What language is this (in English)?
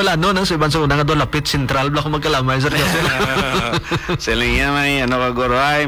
Hiligaynon